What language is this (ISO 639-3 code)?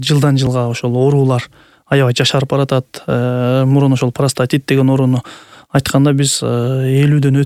kir